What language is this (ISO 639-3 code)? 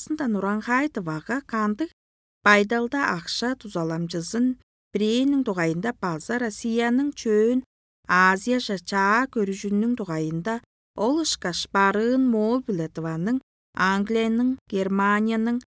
tyv